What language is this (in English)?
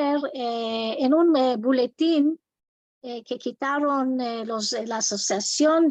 Ladino